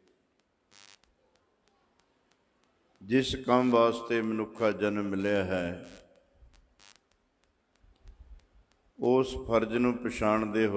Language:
Punjabi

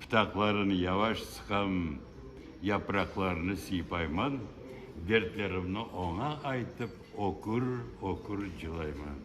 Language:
Crimean Tatar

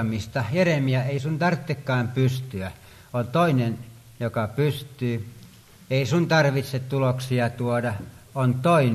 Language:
Finnish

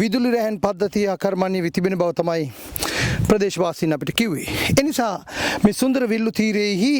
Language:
Sinhala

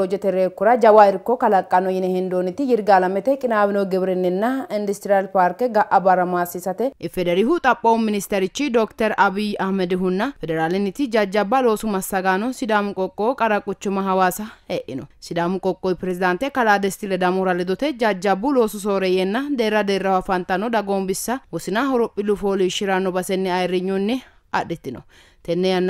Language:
Sidamo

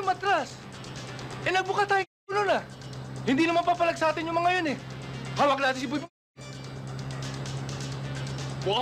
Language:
Filipino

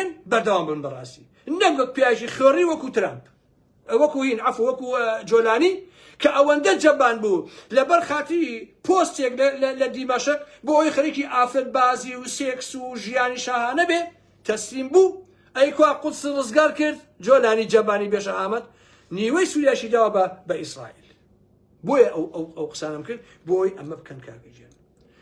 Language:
Central Kurdish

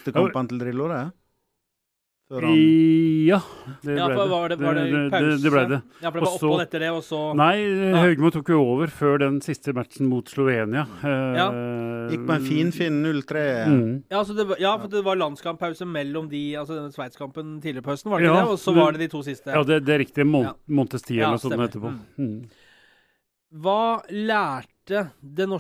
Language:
Norwegian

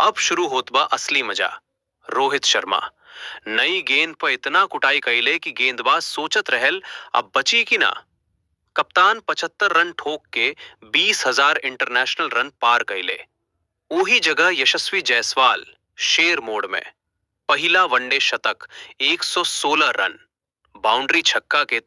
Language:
Bhojpuri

